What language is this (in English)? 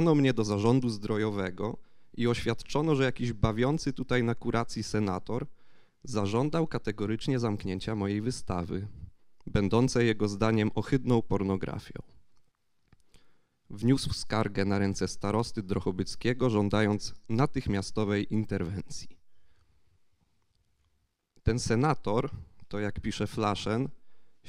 Polish